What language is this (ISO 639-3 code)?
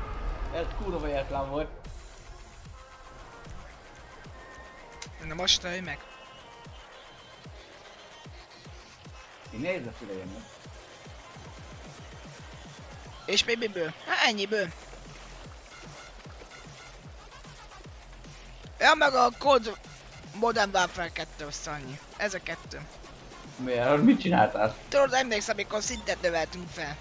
hun